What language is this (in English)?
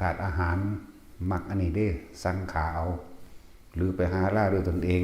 Northeastern Thai